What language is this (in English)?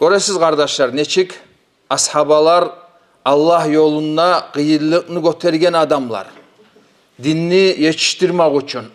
Kumyk